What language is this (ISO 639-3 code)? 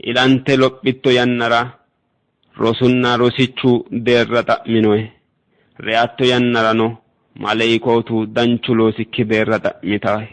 sid